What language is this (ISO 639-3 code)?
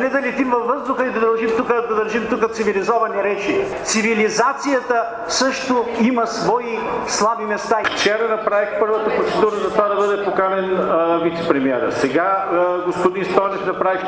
bul